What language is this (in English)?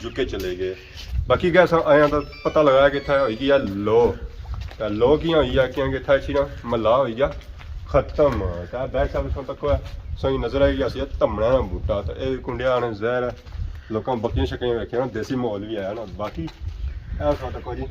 Pahari-Potwari